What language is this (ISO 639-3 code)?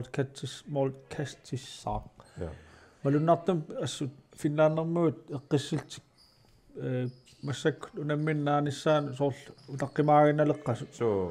kal